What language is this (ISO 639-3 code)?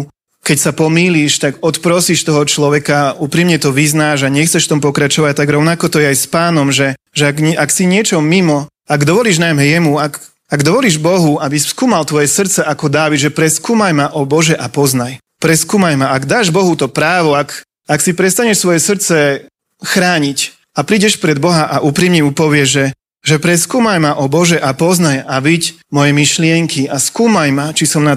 slk